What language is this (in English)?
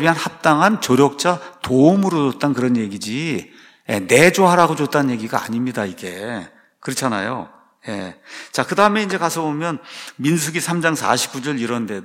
Korean